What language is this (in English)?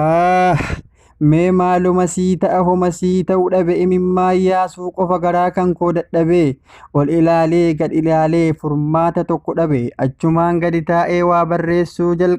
Oromo